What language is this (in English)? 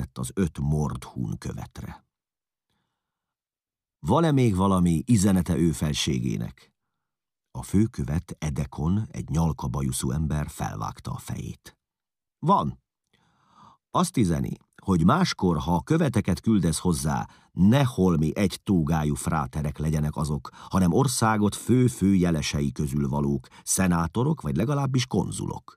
Hungarian